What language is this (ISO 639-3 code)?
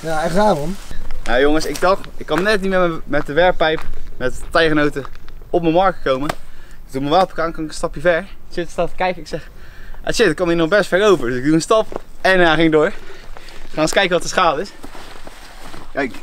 nld